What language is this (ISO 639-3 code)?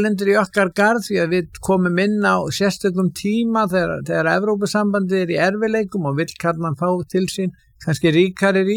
isl